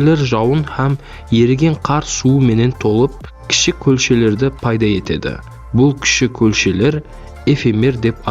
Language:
Kara-Kalpak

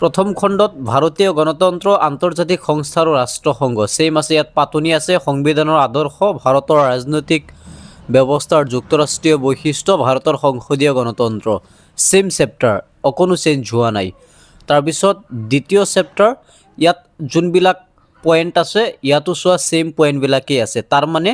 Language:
Assamese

